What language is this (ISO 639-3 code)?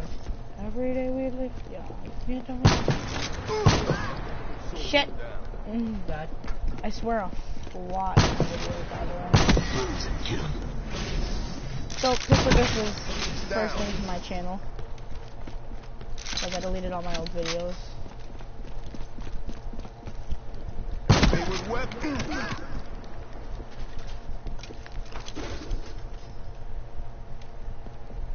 eng